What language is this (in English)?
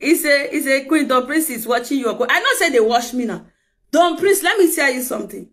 Nigerian Pidgin